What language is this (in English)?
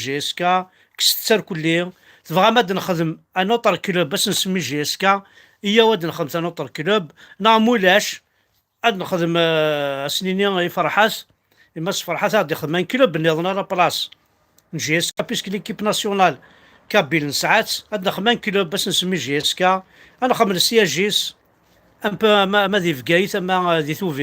Kabyle